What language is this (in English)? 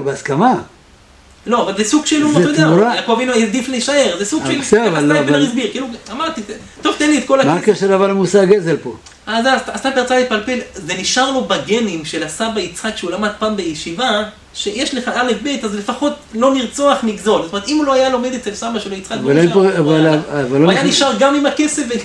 Hebrew